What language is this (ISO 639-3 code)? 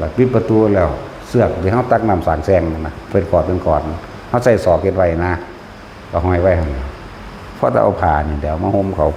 tts